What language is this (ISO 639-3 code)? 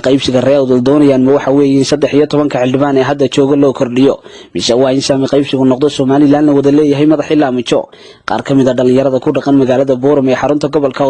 som